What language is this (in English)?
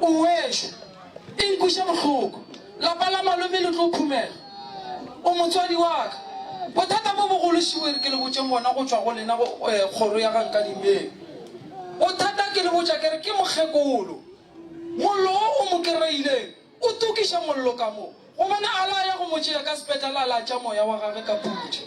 Northern Sotho